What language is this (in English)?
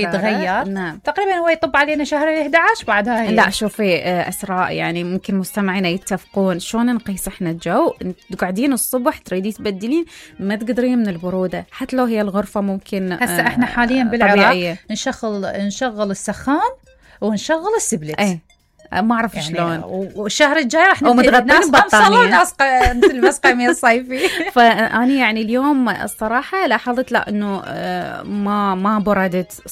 Mesopotamian Arabic